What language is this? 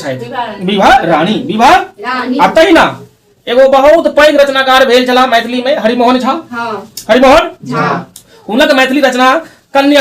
Maithili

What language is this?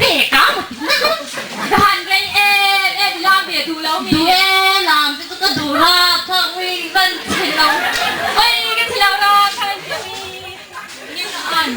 Mizo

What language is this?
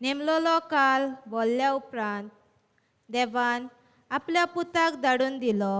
Konkani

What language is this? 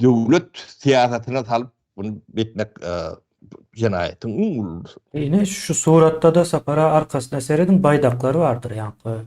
Turkmen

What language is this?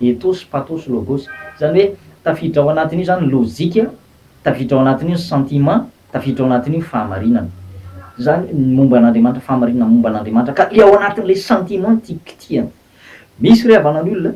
Malagasy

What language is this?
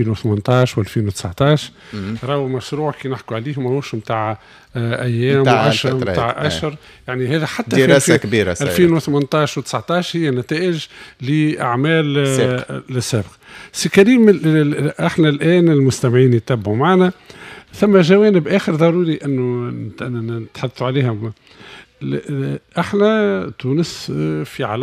Tunisian Arabic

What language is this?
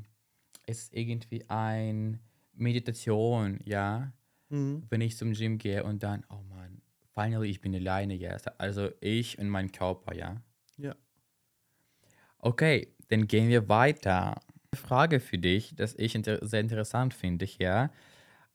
German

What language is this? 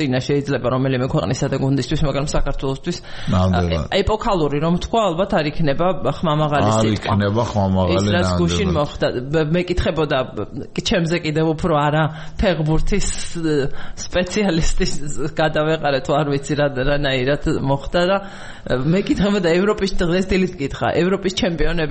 Georgian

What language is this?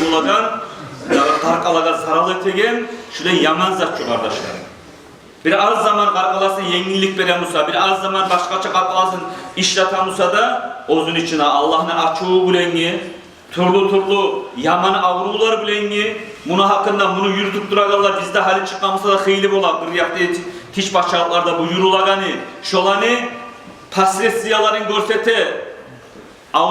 Kumyk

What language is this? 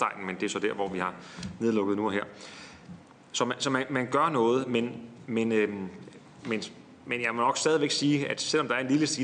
Danish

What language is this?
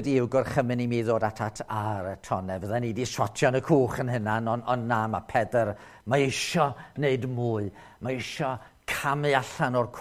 Welsh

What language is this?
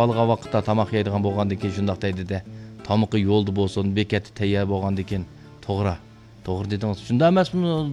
Uyghur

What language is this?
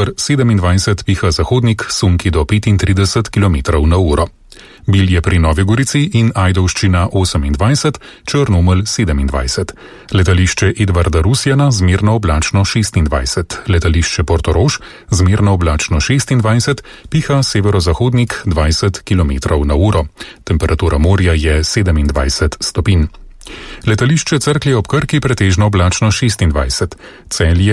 Slovenian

